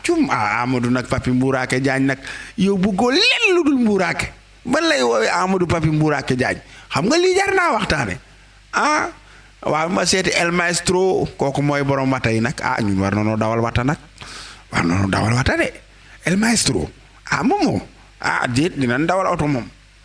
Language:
Wolof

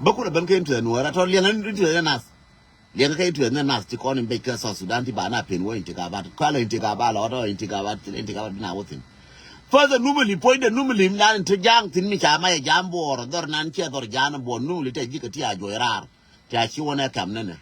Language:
Nuer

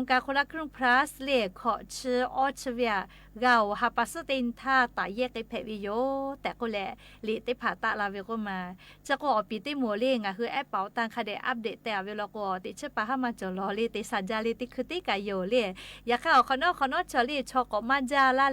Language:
Lahu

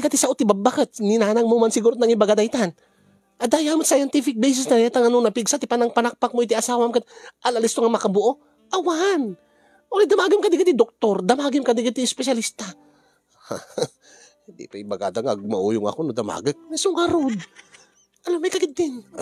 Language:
Iloko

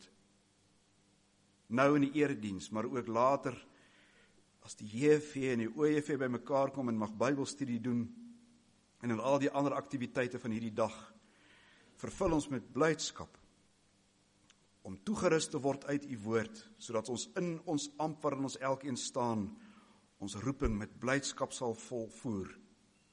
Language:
Afrikaans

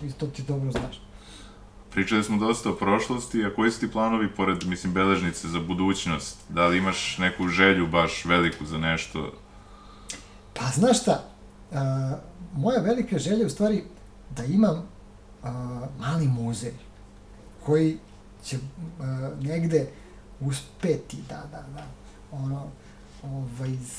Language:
Serbian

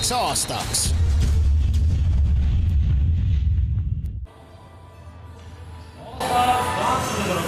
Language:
Estonian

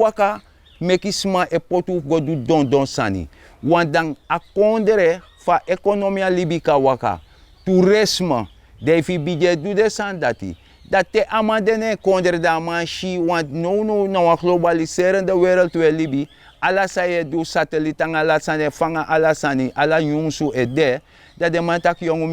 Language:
Sranan Tongo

